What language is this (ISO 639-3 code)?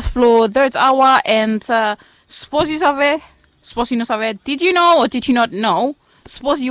bis